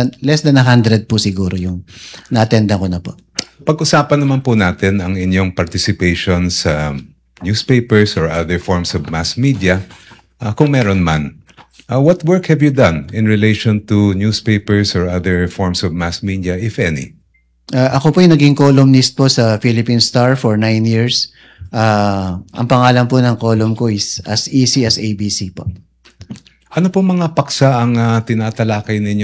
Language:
Filipino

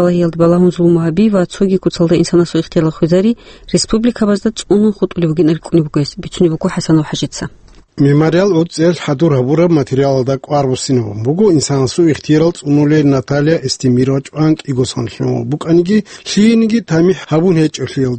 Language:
Avaric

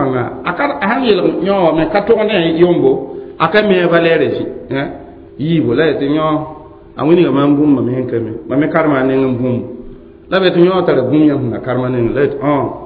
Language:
Mossi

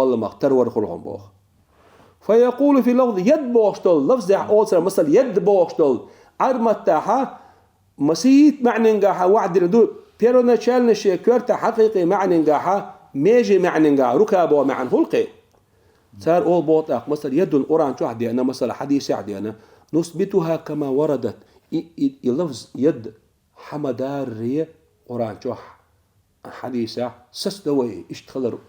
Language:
Chechen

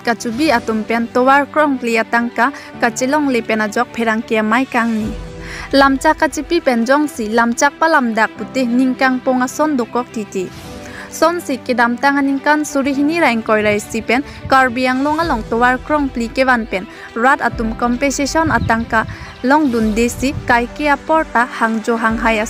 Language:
Karbi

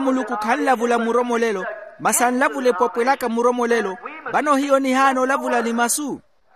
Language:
Makhuwa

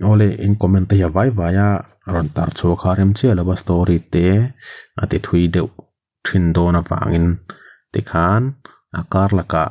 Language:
Mizo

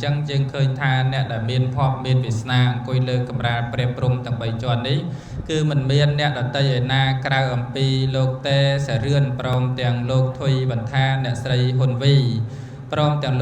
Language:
Khmer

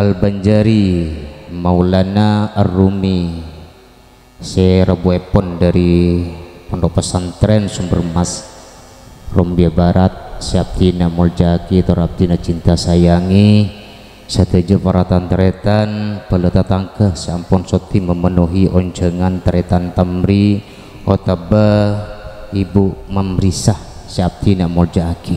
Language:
Madurese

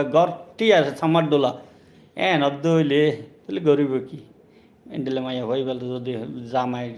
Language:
Rohingya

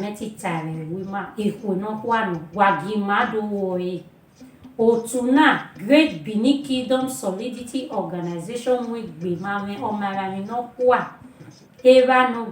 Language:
Bini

